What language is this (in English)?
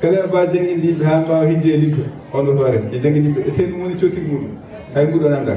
Fula